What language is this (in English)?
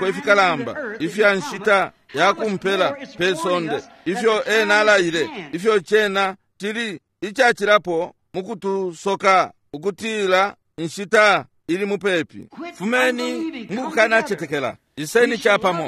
Bemba